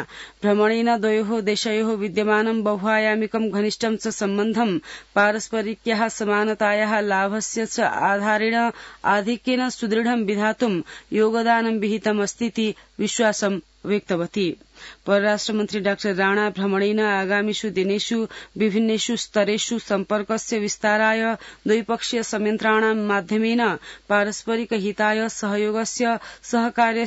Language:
Sanskrit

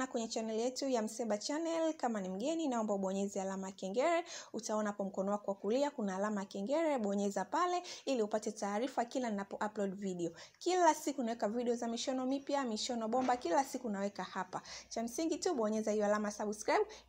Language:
Swahili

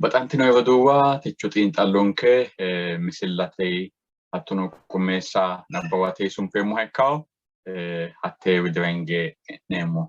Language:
Sidamo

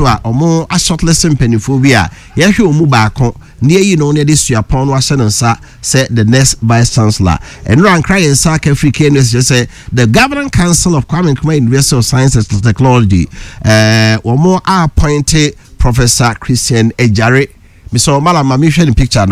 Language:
Akan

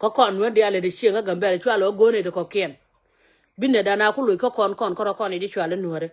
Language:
Nuer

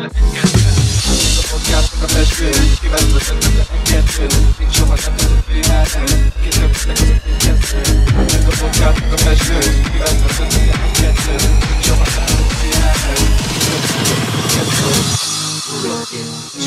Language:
Hungarian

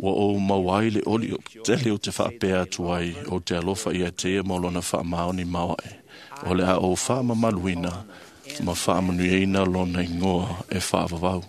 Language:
Samoan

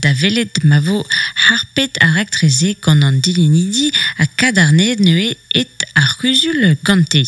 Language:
Breton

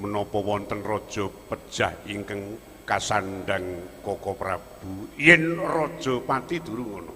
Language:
Javanese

